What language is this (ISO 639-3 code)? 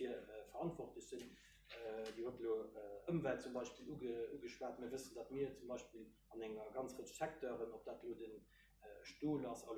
ltz